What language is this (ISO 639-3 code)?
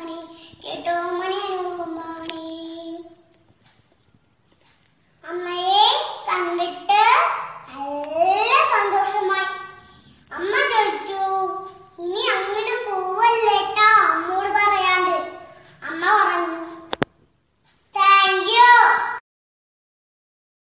mal